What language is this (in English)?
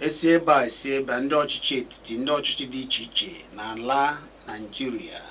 Igbo